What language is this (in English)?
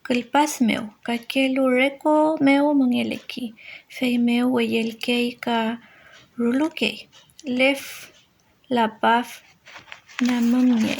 Mapuche